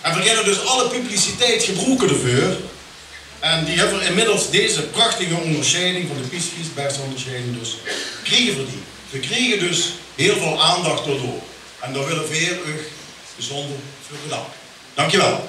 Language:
Limburgish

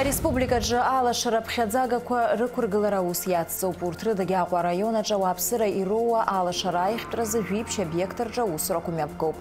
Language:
Abkhazian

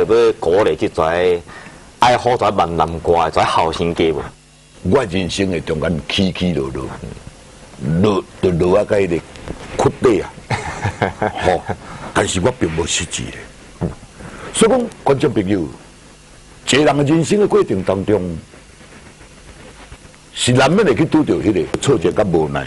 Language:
Min Nan Chinese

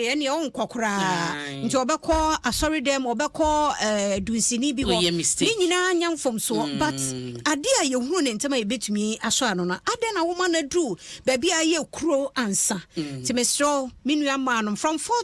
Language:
Akan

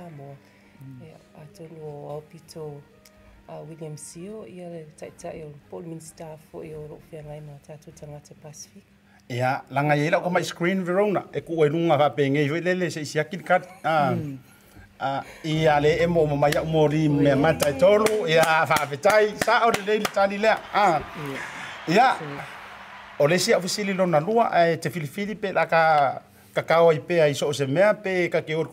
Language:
Samoan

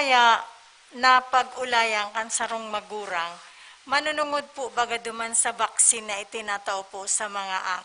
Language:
Bikol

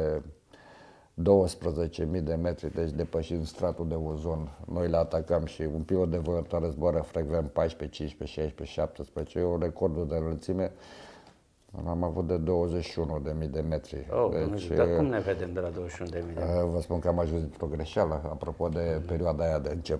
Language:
Romanian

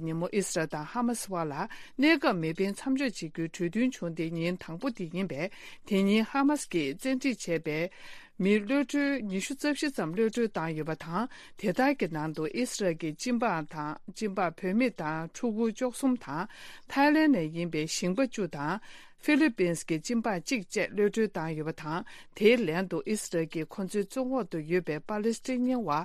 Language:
Tibetan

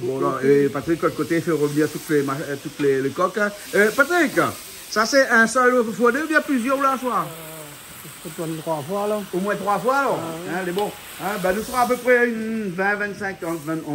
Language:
Réunion Creole French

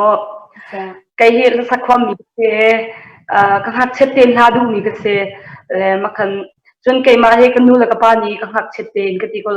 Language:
Hakha Chin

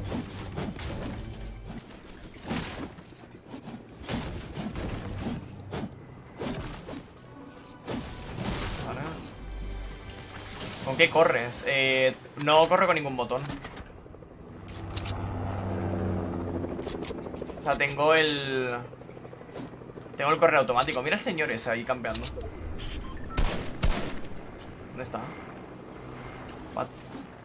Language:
Spanish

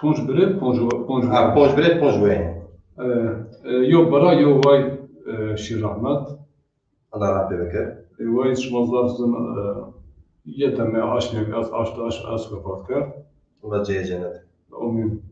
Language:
Zaza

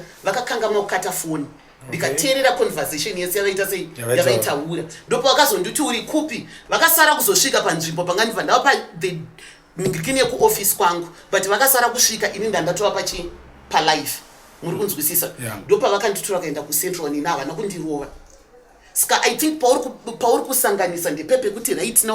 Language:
Shona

